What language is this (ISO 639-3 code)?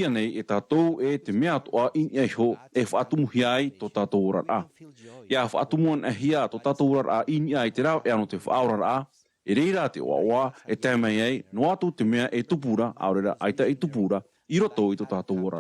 tah